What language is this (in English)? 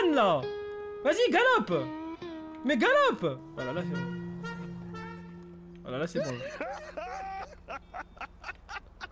French